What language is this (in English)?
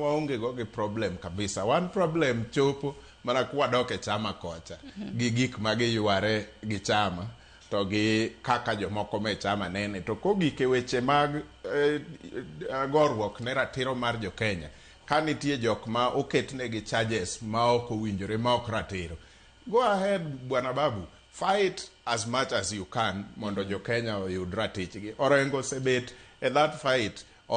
Luo (Kenya and Tanzania)